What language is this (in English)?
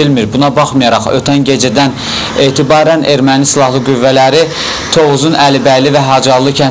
Azerbaijani